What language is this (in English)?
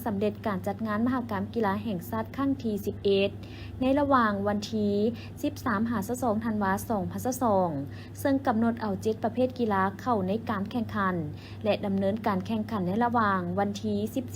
Lao